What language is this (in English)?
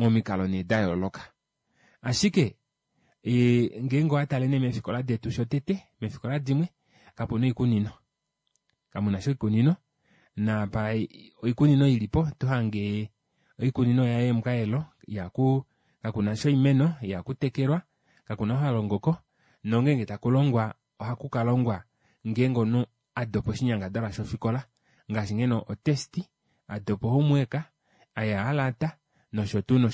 Kuanyama